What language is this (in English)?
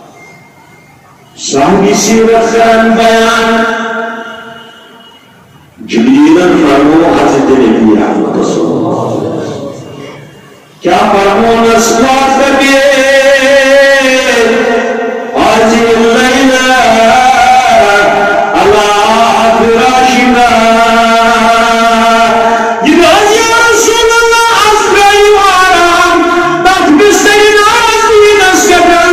Urdu